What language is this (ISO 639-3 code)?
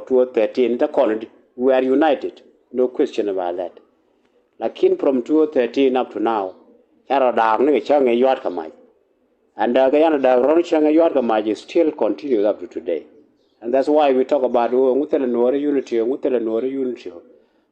nus